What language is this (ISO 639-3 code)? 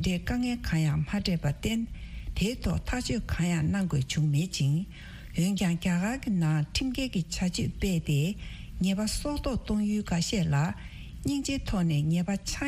bod